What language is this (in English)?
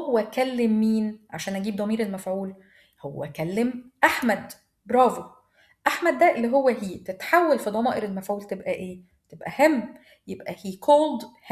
Egyptian Arabic